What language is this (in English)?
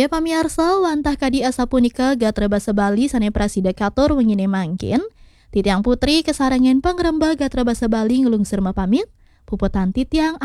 Balinese